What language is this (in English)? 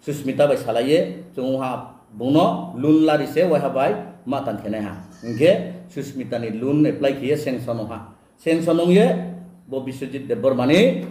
Riang (India)